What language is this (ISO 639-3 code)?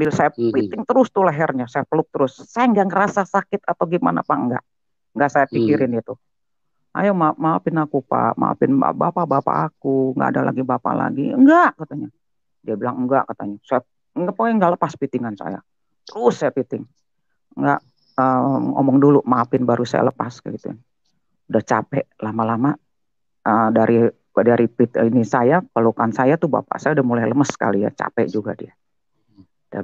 ind